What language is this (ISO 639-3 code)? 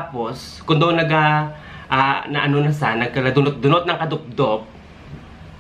hil